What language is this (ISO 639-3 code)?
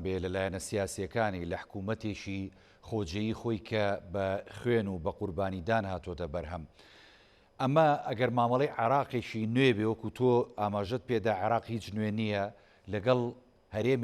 ckb